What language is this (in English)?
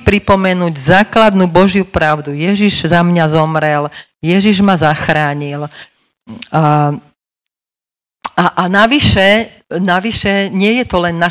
Slovak